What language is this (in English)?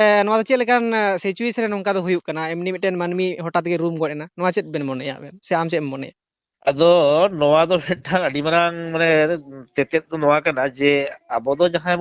Santali